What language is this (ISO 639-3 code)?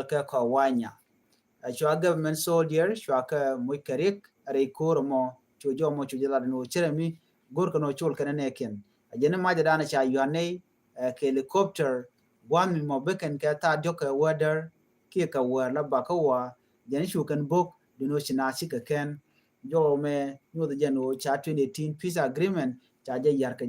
nus